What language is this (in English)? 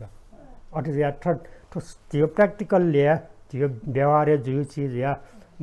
Newari